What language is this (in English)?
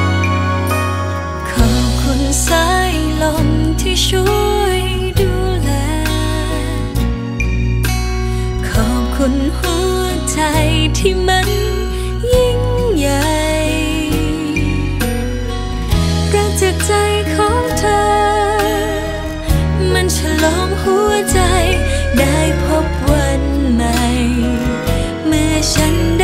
Thai